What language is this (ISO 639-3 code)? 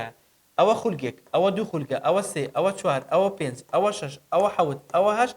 ckb